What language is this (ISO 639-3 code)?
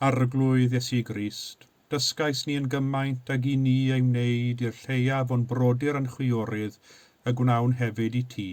cym